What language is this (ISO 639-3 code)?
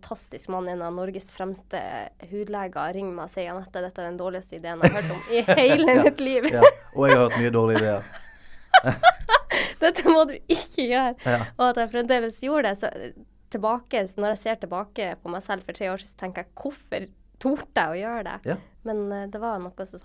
nor